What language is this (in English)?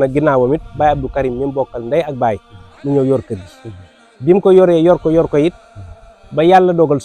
Wolof